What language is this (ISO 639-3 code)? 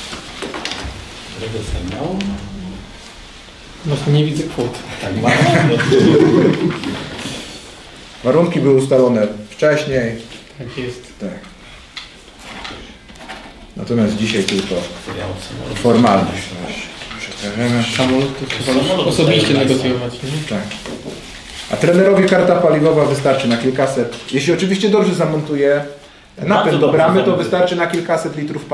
pol